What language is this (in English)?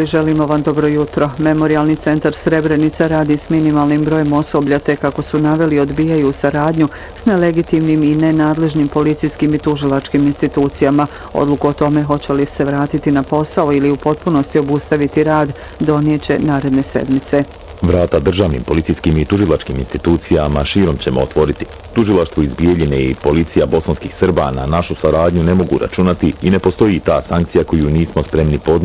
Bosnian